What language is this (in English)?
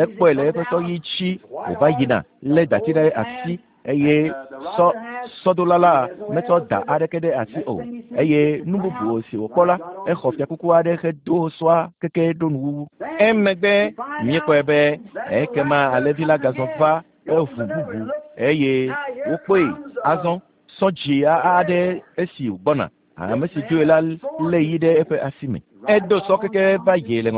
Ewe